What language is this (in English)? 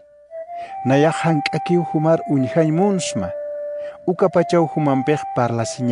Aymara